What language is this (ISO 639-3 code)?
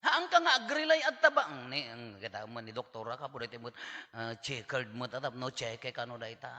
ilo